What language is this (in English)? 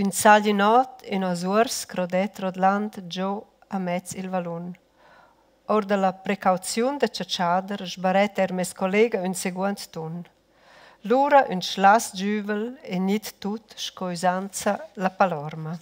Romansh